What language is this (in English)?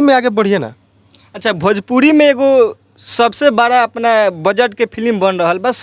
Bhojpuri